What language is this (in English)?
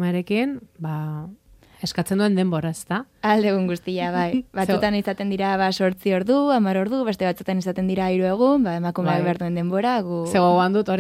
Basque